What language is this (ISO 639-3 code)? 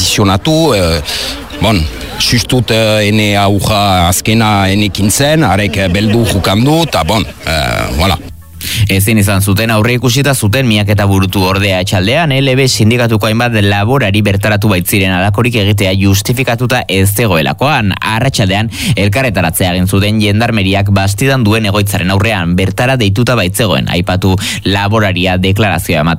eus